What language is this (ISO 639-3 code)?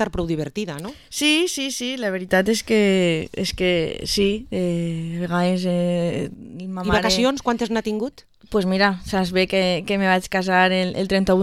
cat